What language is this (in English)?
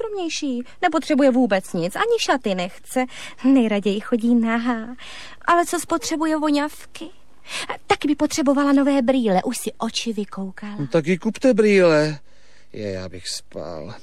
Czech